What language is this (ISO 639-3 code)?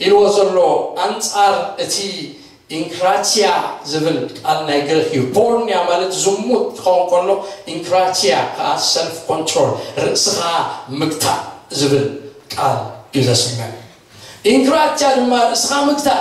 tir